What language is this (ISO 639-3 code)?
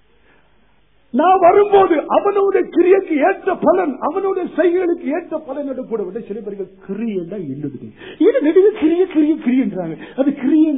tam